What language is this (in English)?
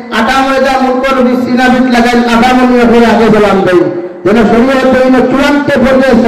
Sylheti